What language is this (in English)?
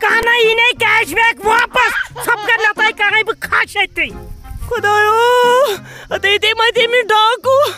Kashmiri